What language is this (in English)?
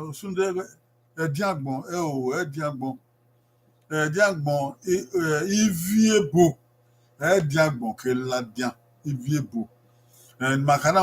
Bini